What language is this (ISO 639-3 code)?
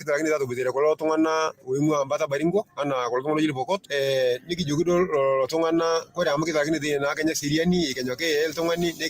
mas